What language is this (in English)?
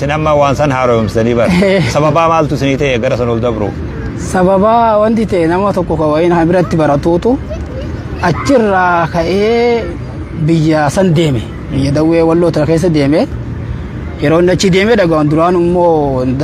Oromo